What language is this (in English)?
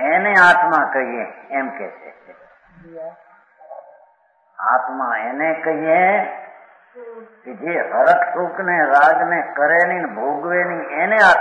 Gujarati